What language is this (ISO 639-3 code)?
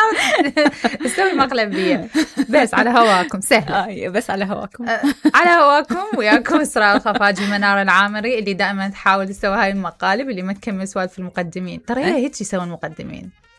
acm